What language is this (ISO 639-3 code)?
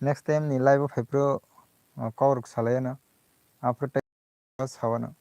trp